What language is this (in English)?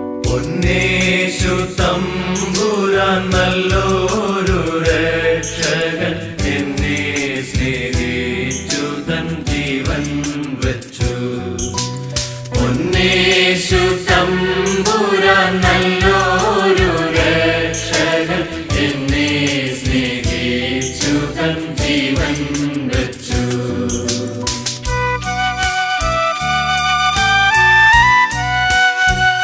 Malayalam